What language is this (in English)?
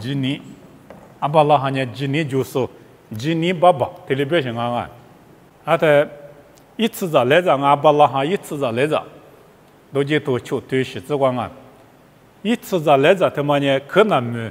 Lisu